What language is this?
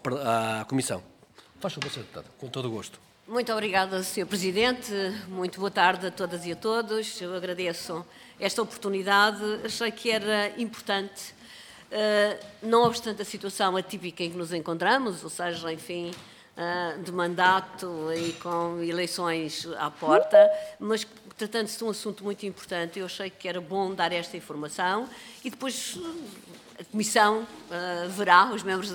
Portuguese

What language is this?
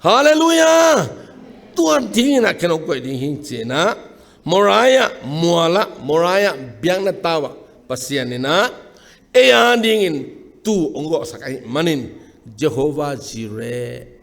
Tedim Chin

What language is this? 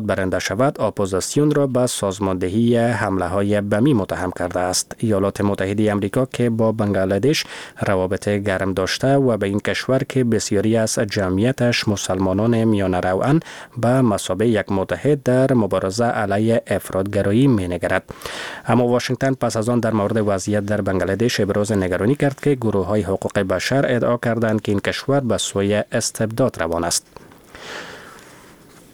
Persian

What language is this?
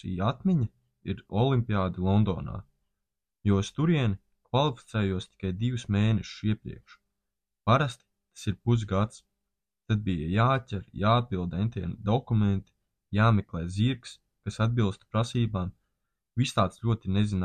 Latvian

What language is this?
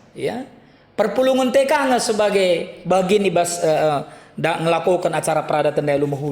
Batak Karo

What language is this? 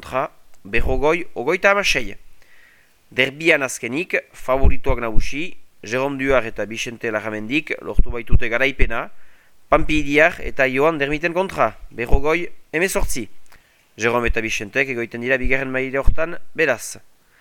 Basque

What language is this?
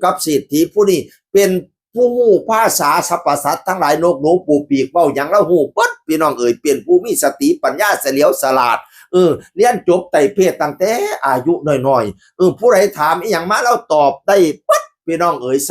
Northeastern Thai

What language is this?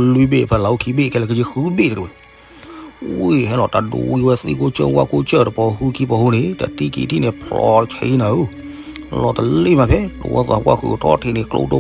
S'gaw Karen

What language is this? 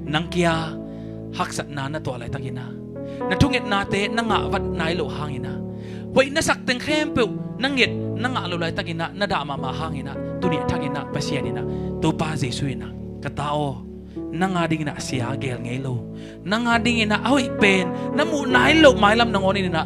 Tedim Chin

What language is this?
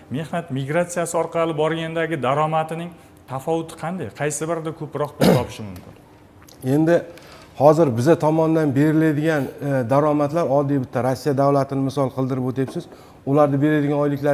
Uzbek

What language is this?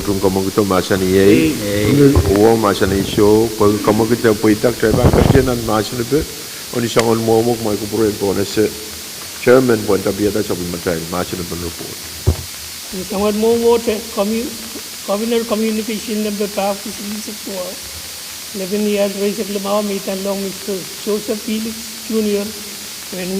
Pohnpeian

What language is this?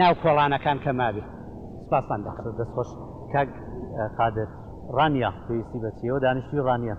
Central Kurdish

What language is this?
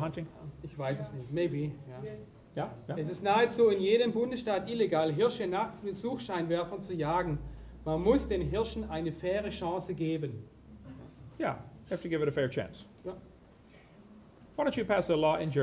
German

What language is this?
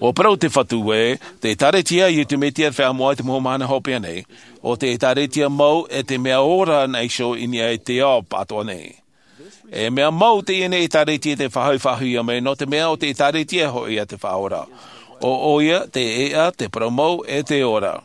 Tahitian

